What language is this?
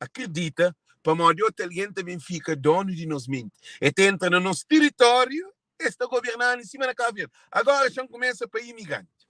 Kabuverdianu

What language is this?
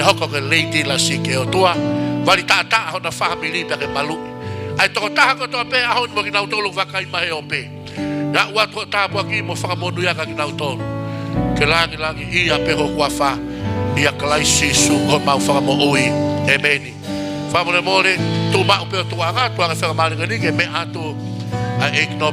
Tongan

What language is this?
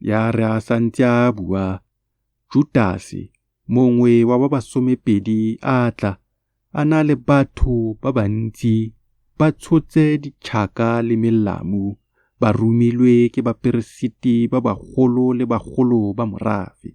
Tswana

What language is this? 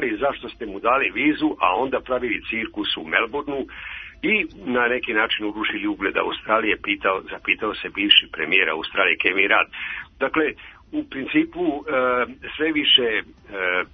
Serbian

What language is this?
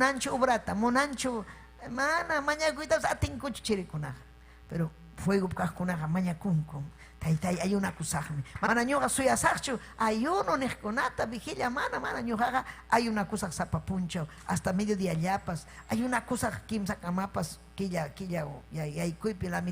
Ayacucho Quechua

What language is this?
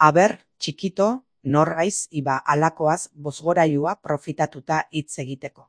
Basque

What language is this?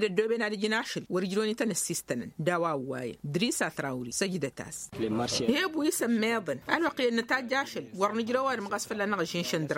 Tamasheq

